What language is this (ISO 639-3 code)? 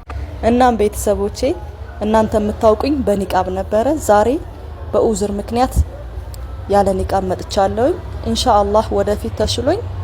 amh